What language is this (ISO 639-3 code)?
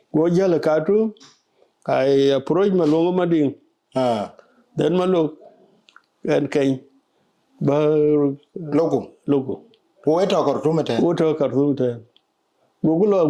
din